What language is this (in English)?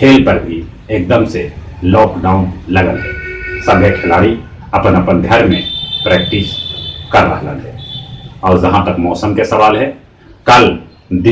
Magahi